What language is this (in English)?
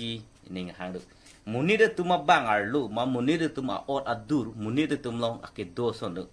Karbi